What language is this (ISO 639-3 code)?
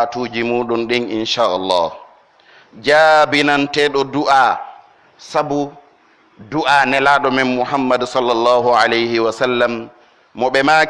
fuf